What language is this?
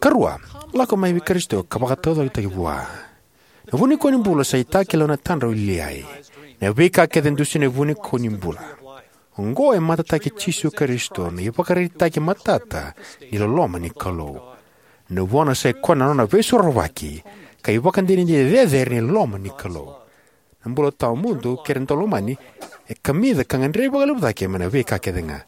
Fijian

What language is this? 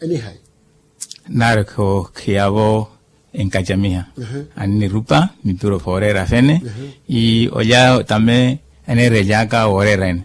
Makhuwa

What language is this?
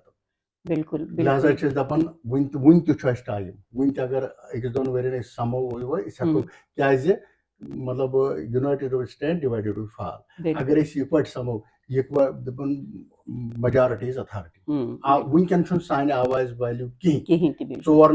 Kashmiri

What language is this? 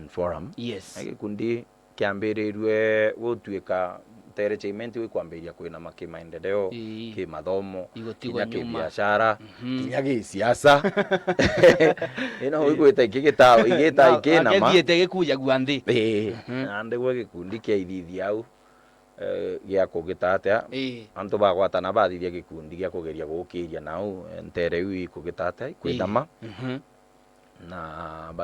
Meru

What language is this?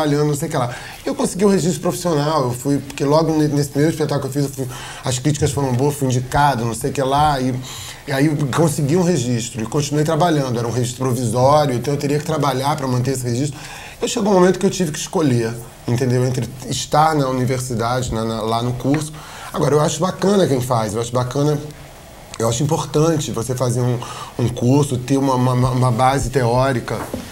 Portuguese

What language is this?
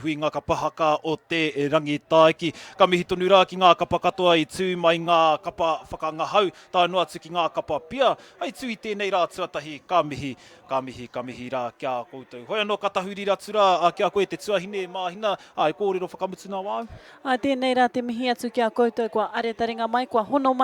Māori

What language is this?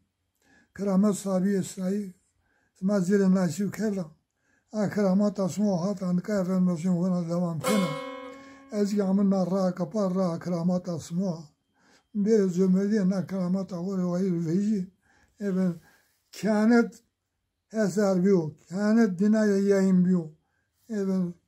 Zaza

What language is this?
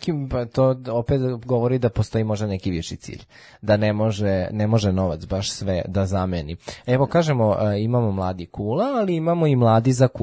Serbian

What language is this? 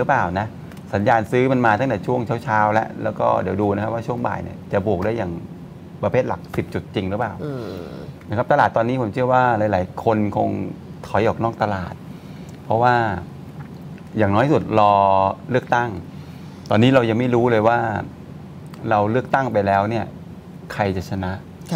Thai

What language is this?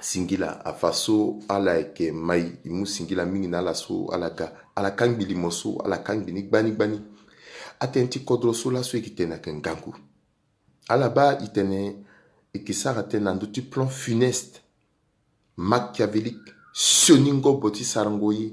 Sango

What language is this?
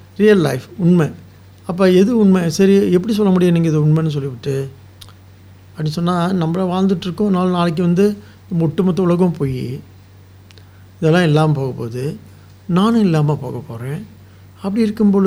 Tamil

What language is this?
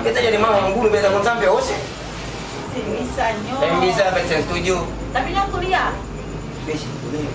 Ambonese Malay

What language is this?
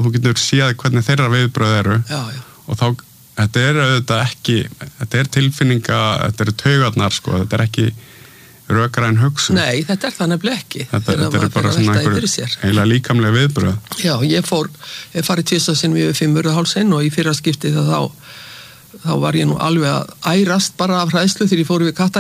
Icelandic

